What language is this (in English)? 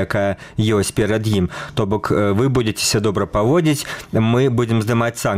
Belarusian